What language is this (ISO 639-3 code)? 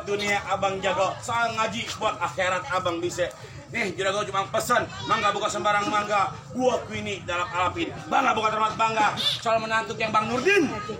bew